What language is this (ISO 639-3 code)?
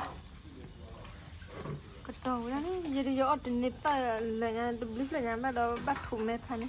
ksw